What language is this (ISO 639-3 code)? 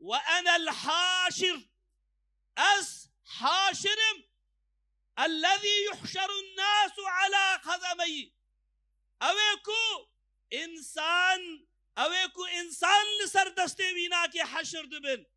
kur